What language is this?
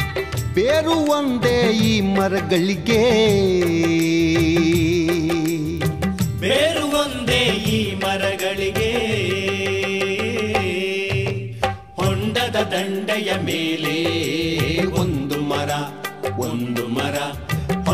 Kannada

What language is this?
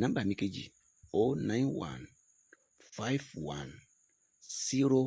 Yoruba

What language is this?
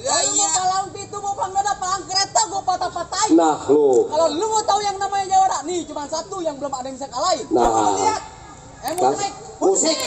Betawi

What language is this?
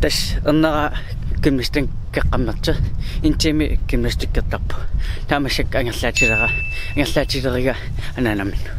Kalaallisut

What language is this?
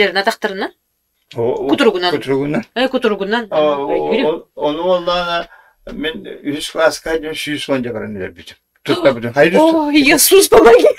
Yakut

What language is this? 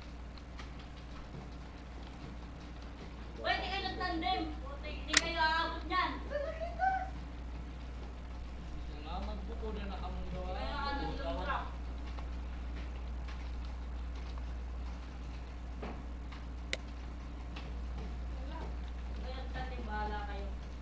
Filipino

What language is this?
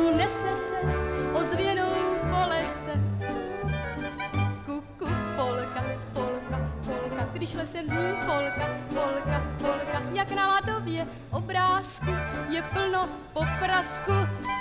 Czech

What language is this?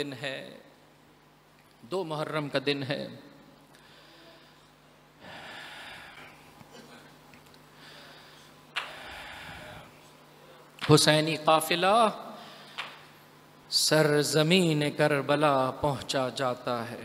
Urdu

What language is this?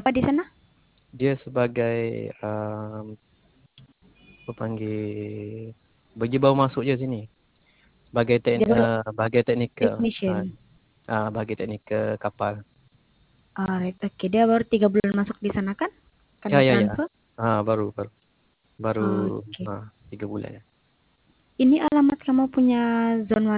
Malay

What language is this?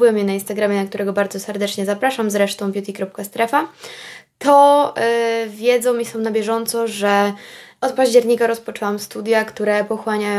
Polish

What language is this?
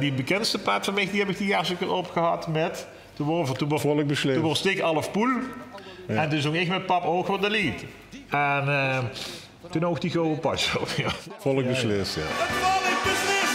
Limburgish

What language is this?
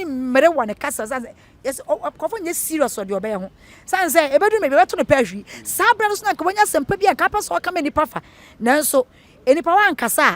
Akan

